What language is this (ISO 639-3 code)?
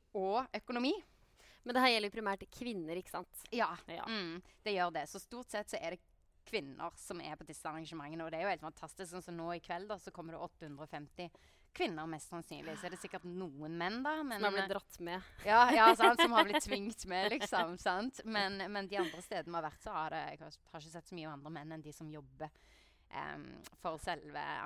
nor